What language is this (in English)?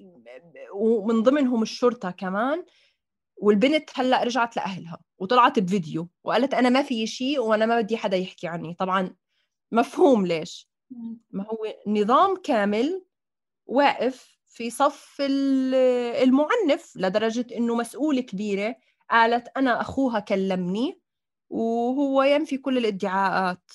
North Levantine Arabic